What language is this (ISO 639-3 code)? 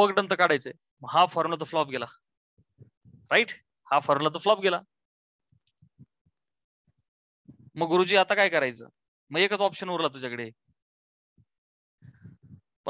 mar